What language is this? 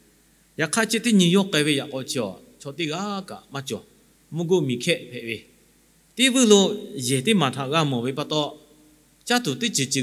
Lahu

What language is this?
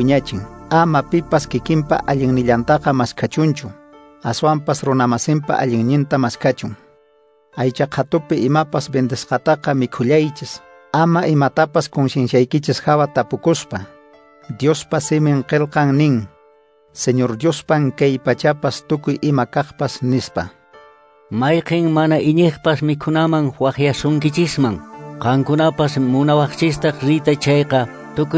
Quechua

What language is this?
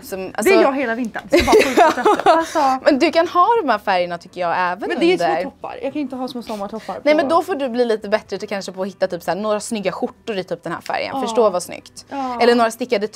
Swedish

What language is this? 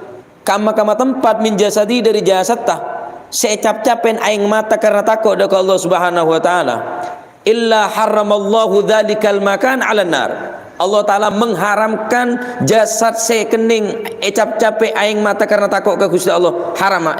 Madurese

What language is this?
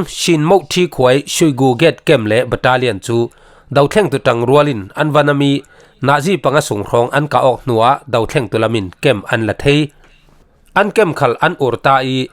Falam Chin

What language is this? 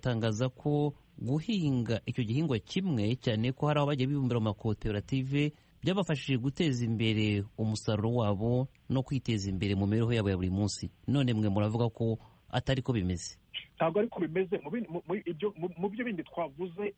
Kinyarwanda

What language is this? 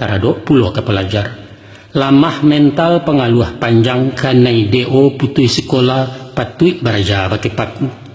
Minangkabau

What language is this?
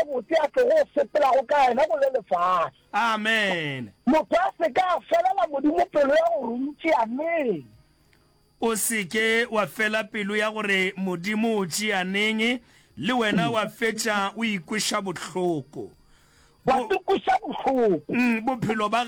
Northern Sotho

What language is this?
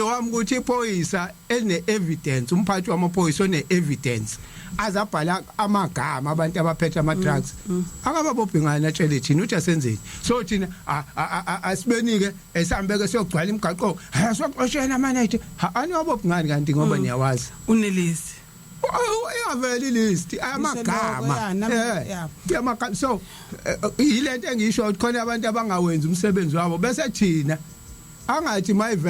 Zulu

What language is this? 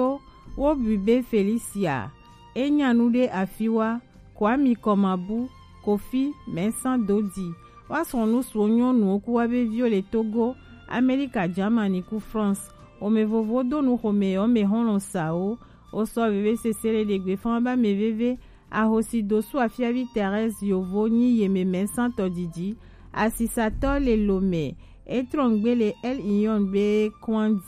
Gen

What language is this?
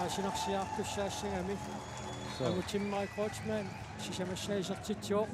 Kalaallisut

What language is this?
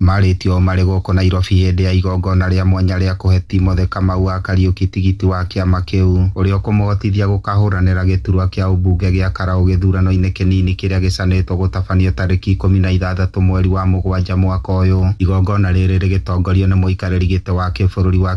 Kikuyu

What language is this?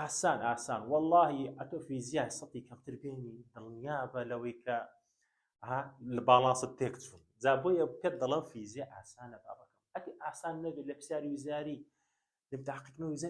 Central Kurdish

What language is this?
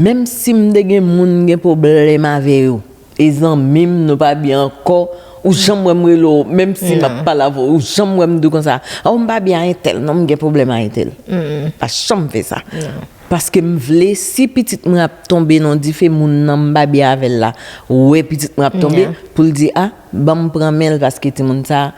Haitian Creole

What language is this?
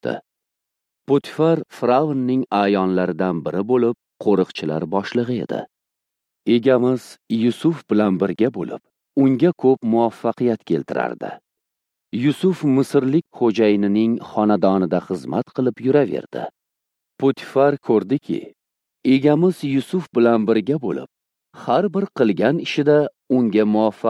Uzbek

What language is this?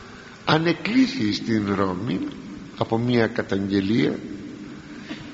Greek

